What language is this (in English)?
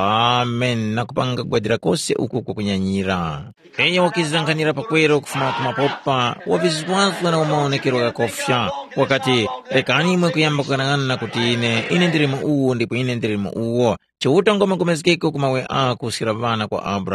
Tumbuka